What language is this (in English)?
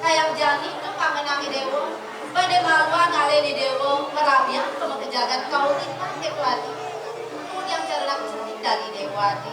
Balinese